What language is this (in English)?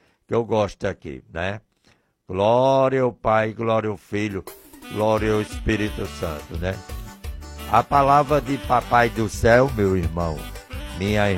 Portuguese